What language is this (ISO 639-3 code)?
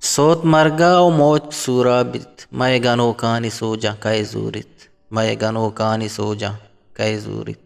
bgp